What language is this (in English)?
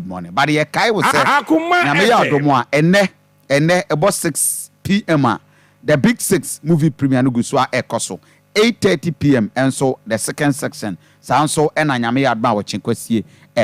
Akan